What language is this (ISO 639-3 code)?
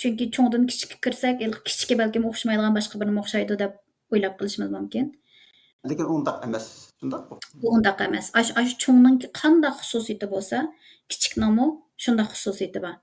uig